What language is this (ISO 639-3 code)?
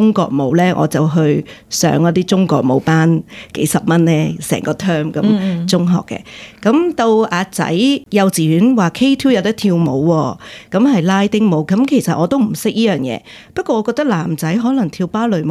yue